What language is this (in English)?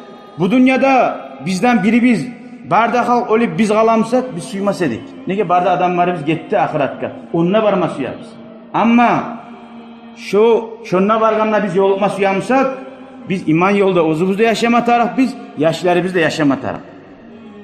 Kumyk